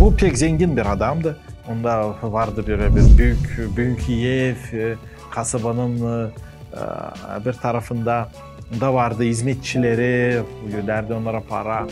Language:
Gagauz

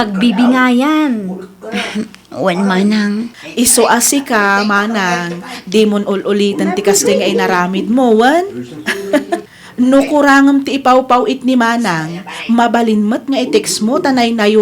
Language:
Iloko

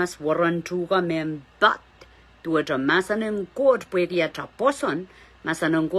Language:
Pohnpeian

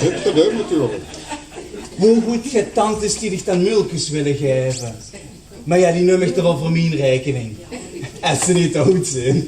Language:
Limburgish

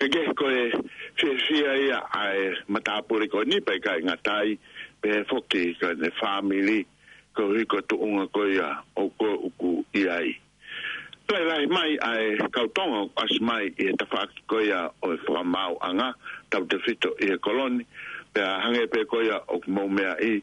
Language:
Tongan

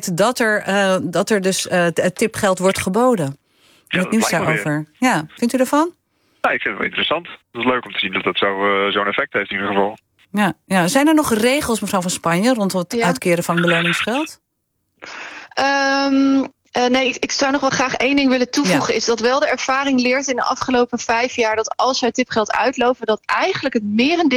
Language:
Dutch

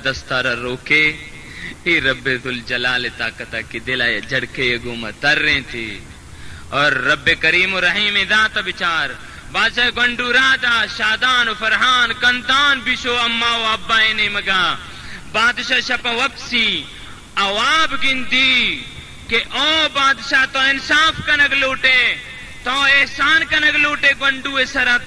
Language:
Baluchi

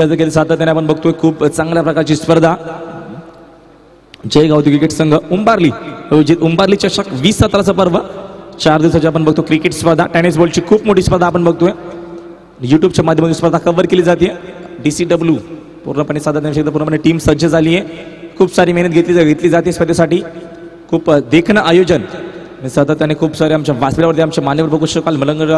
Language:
Marathi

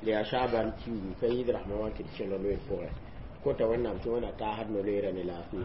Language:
Mossi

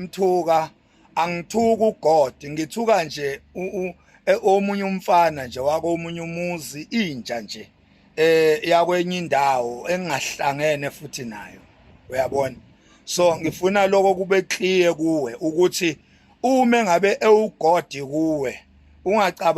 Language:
Zulu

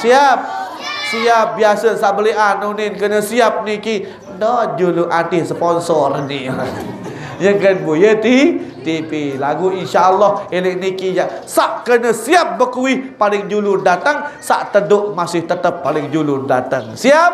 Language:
Sasak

